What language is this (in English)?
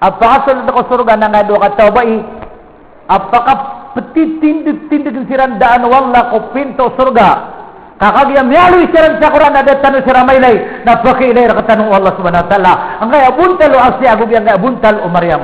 Maranao